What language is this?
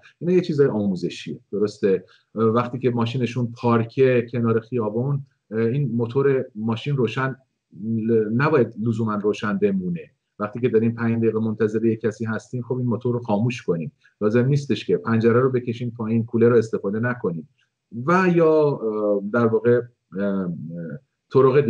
Persian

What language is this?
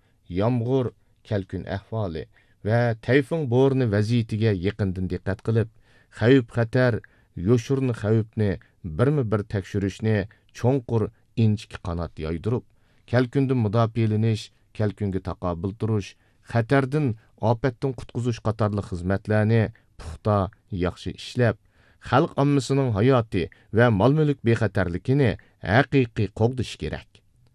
Uyghur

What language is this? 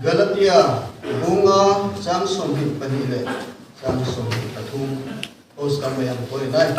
Riang (India)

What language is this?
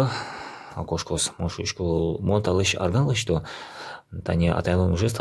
Udmurt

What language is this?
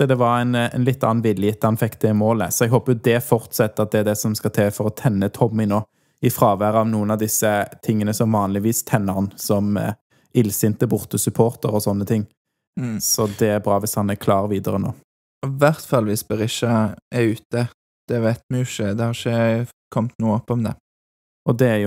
Norwegian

